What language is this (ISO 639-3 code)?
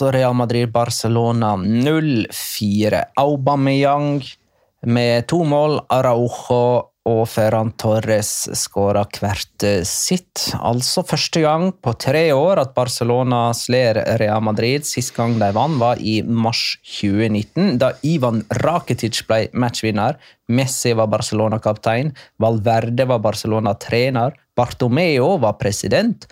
nor